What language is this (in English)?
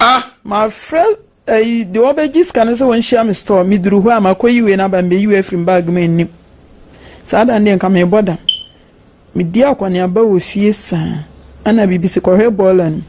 Akan